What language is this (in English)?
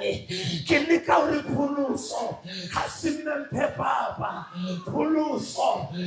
Southern Sotho